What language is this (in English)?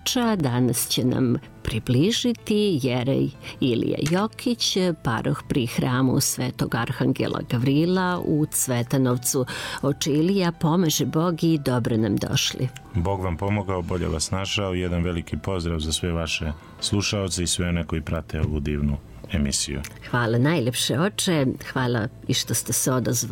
Serbian